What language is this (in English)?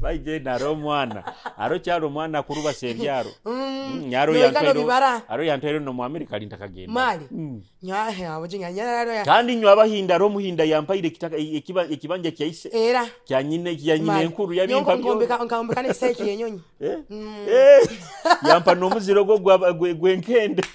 Nyoro